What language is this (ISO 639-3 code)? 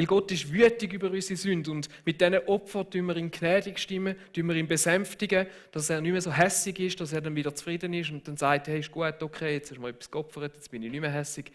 gsw